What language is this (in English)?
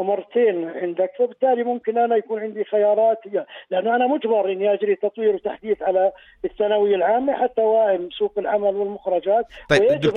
North Levantine Arabic